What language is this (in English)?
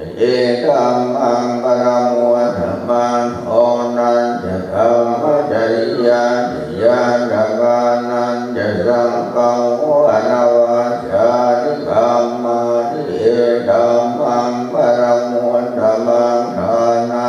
Pali